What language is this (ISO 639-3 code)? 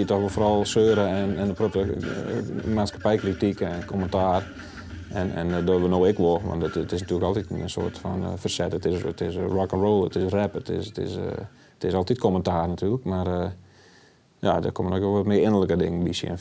fry